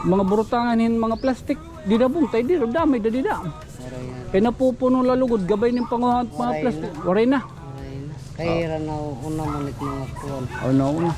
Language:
Waray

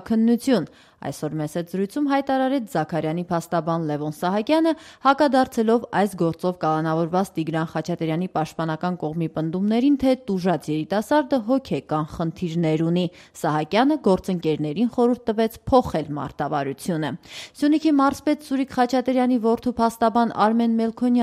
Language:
Armenian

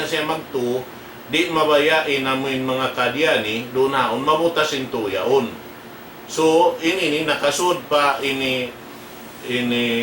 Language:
Tausug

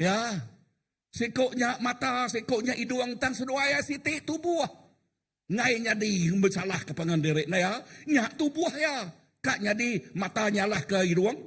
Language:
Iban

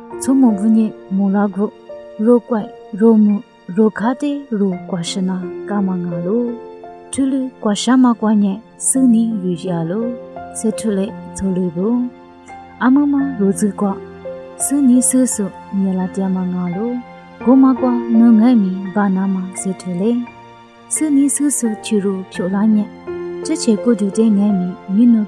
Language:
Lisu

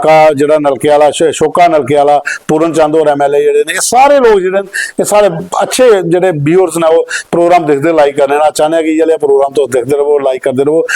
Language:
Dogri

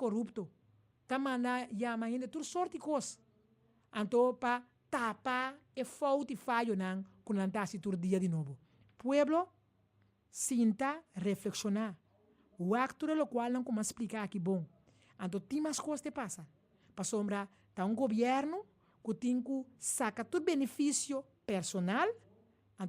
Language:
Papiamento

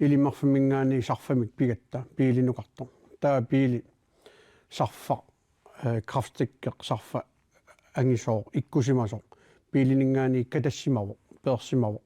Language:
Kalaallisut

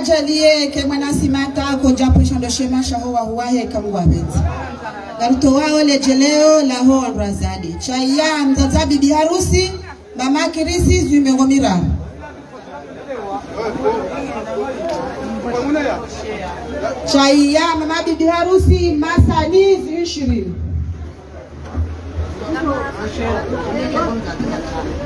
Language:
Swahili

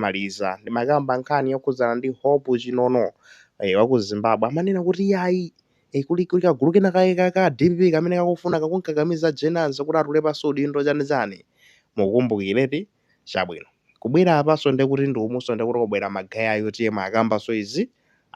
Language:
Nyanja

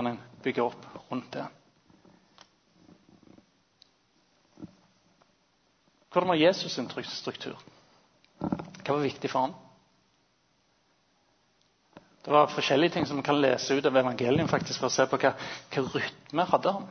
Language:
Norwegian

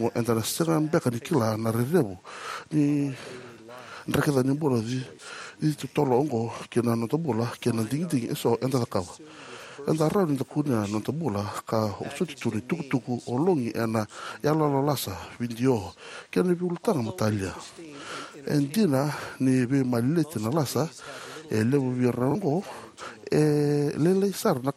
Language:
Fijian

